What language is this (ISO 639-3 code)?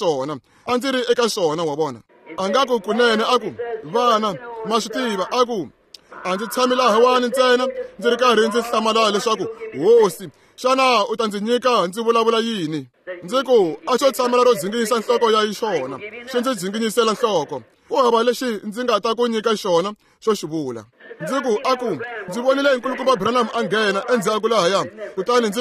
tso